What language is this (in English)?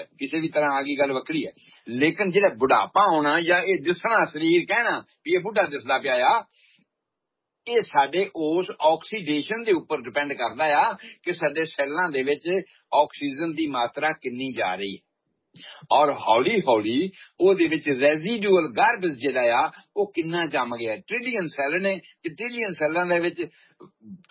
Punjabi